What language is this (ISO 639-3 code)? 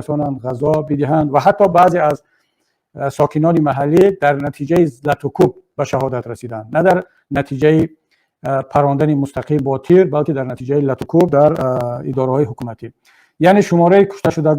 tgk